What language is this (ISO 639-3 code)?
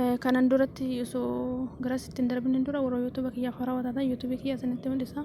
orm